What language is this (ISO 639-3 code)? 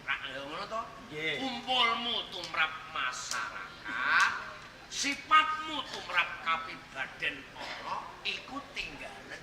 jav